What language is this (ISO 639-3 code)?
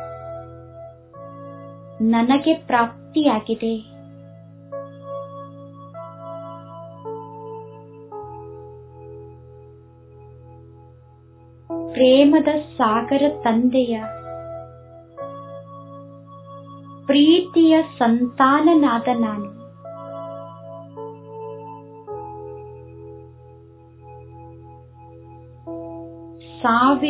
kan